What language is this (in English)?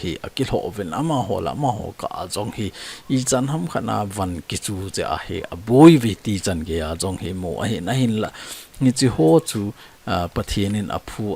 Thado Chin